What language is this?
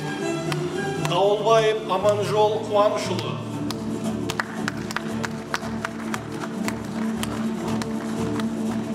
Kazakh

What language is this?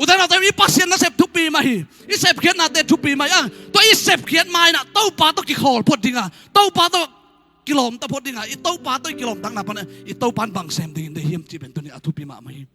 Tedim Chin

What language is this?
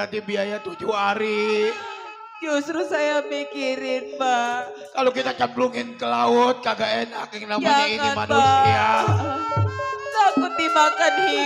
Betawi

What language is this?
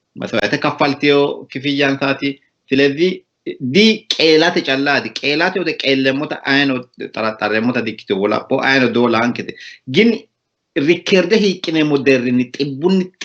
Sidamo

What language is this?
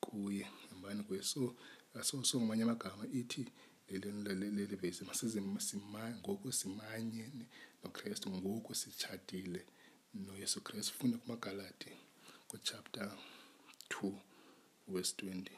Xhosa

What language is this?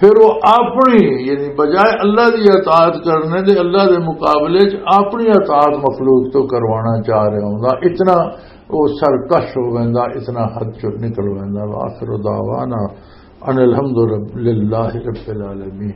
Western Panjabi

